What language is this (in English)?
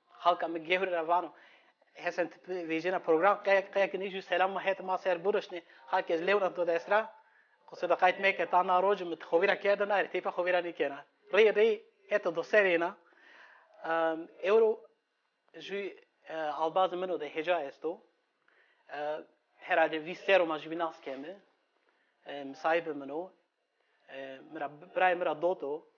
Zaza